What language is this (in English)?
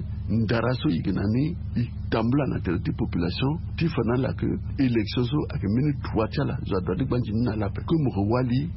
Sango